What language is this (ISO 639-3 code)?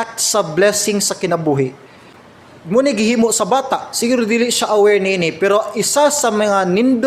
ceb